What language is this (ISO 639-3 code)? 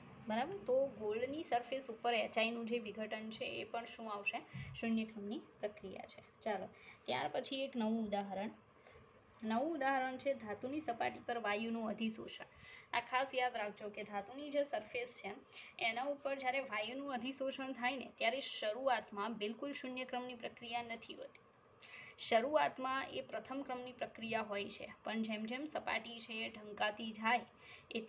guj